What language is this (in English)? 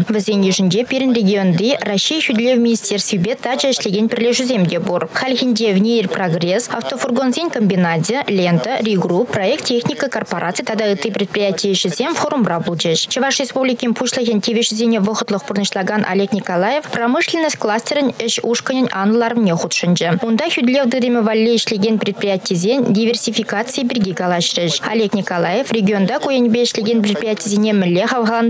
Chuvash